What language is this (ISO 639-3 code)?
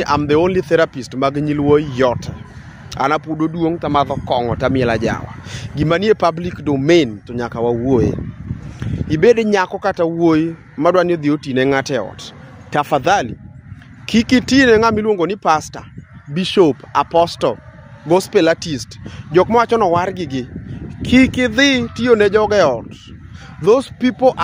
luo